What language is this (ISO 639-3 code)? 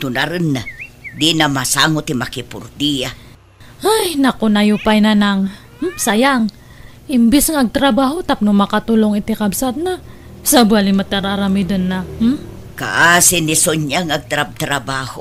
ilo